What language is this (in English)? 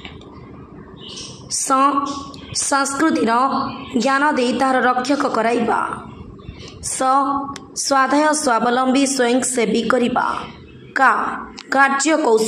Odia